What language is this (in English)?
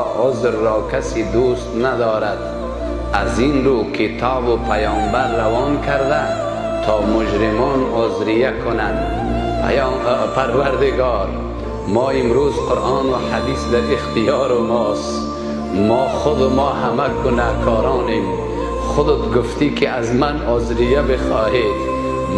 Persian